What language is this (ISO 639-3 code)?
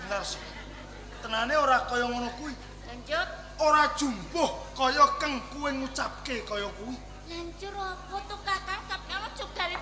jav